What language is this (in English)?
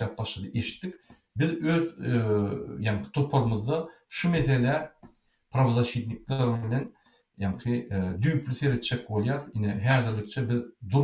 Turkmen